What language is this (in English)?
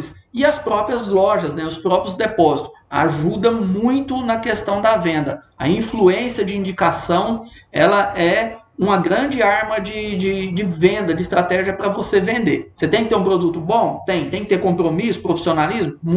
Portuguese